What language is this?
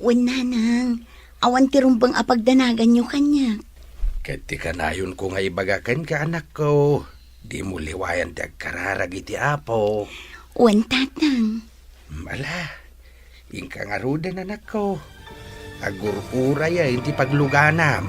Iloko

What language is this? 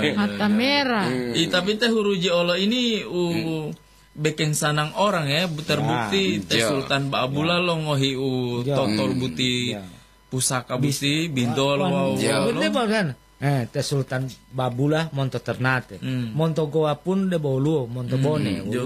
Gorontalo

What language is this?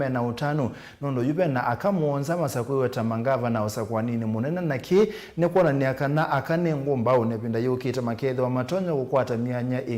Kamba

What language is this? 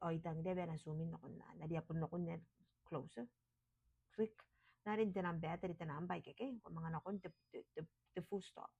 Gilbertese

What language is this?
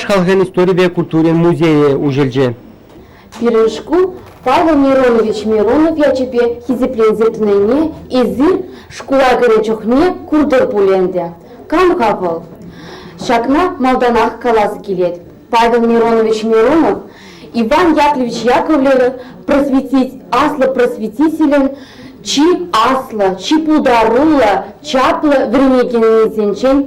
Chuvash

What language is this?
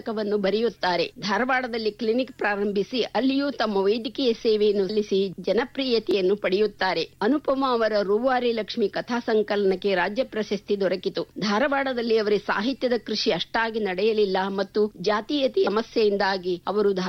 Kannada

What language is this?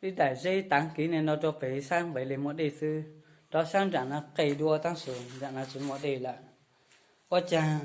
Hmong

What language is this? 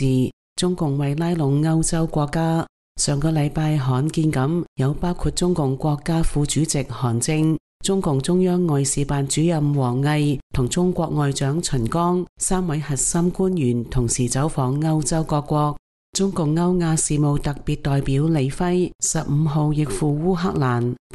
Cantonese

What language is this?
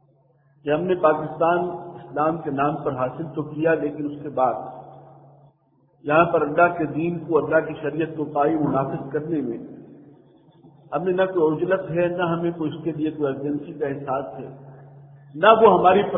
Urdu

